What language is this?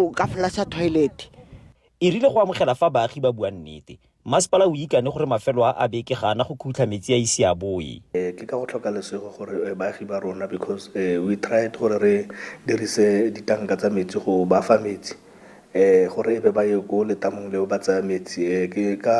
Tswana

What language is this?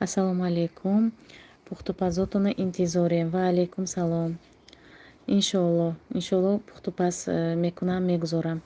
Tajik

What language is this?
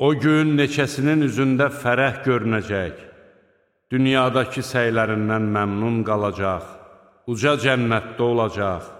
Azerbaijani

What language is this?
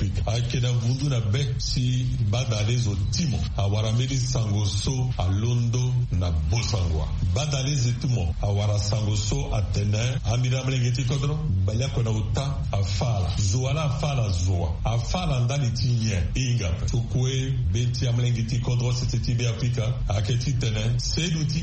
Sango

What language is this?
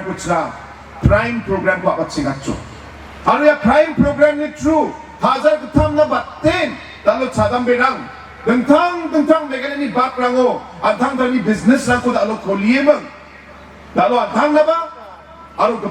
Garo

